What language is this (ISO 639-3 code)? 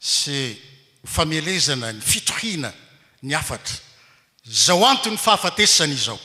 mlg